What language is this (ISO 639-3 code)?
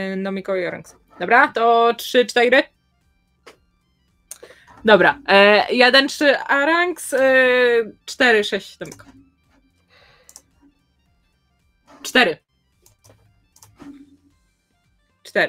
pol